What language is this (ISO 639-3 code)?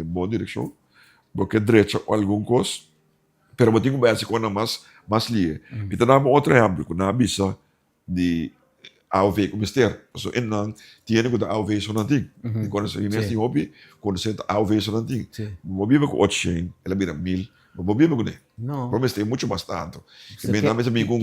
pap